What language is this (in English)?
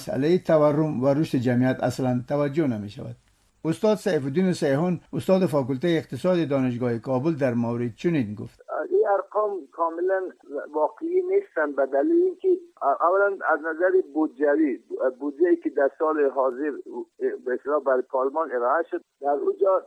Persian